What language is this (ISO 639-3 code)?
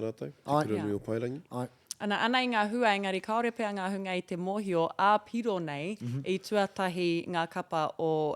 mri